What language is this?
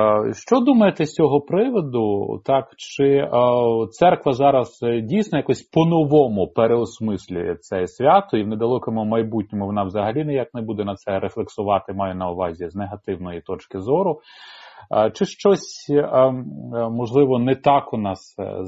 Ukrainian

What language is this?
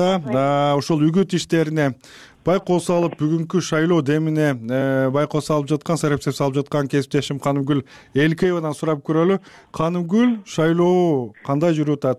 Kyrgyz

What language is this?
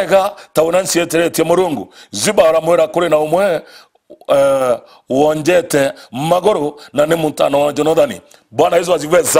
Meru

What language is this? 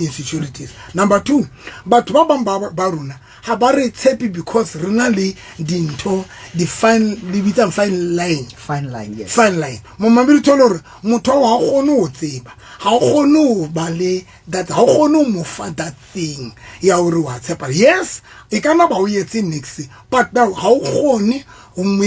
Southern Sotho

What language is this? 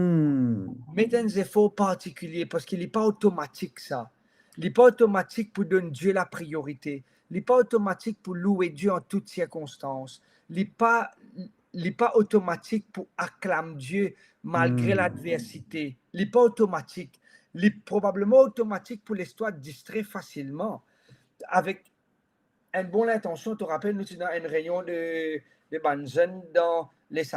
Morisyen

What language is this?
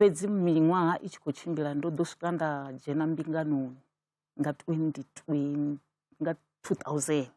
Venda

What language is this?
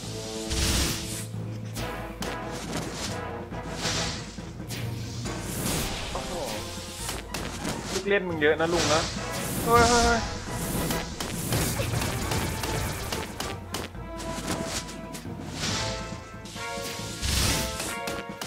Thai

